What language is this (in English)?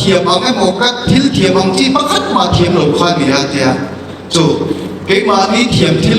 Mizo